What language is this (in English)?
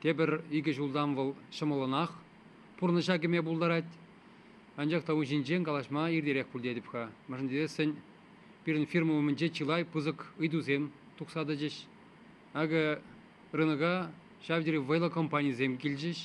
Chuvash